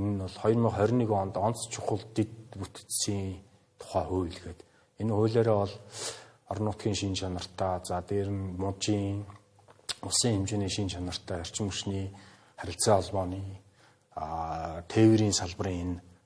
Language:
Mongolian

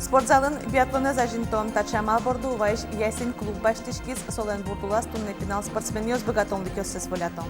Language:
Udmurt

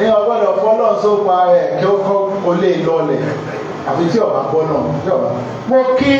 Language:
Yoruba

